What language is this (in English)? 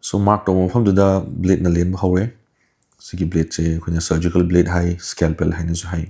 Manipuri